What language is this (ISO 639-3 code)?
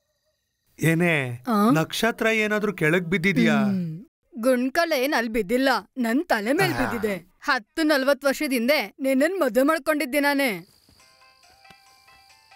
kan